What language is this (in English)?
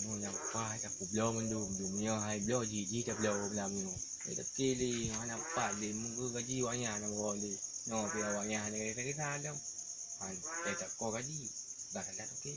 Achinese